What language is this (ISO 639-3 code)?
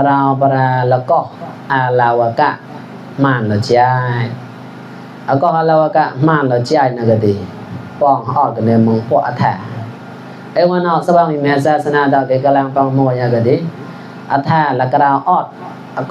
mnw